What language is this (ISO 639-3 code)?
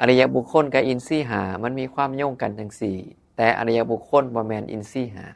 tts